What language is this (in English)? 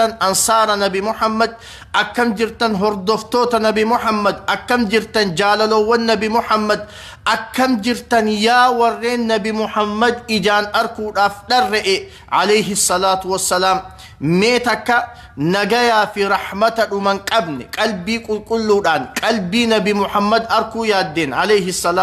Oromo